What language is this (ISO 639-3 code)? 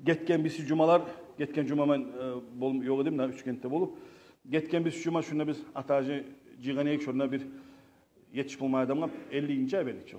kum